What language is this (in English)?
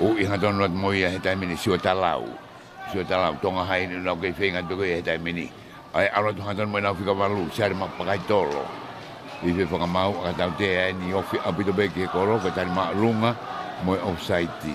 Tongan